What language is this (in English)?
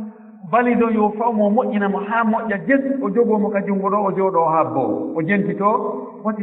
Fula